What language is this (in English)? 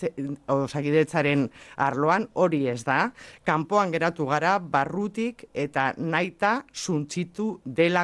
Basque